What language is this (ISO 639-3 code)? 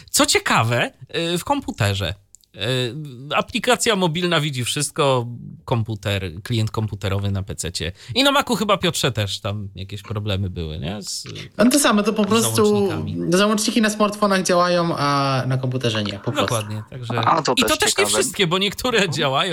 pol